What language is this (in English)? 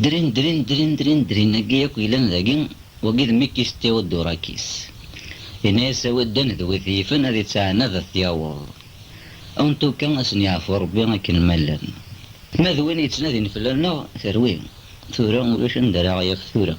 Kabyle